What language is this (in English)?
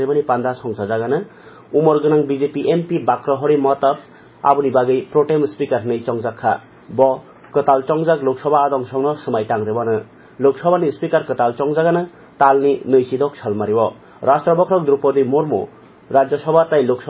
Kok Borok